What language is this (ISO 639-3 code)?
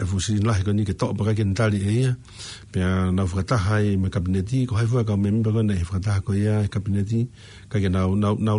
ton